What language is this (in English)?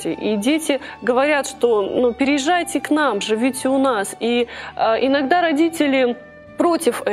Russian